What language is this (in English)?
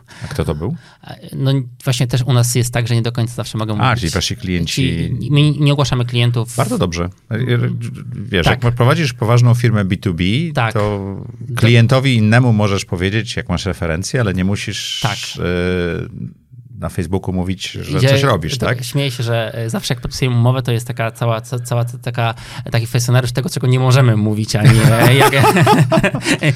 Polish